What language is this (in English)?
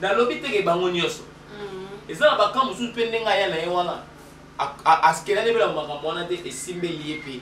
Lingala